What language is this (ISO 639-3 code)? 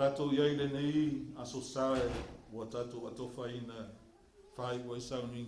smo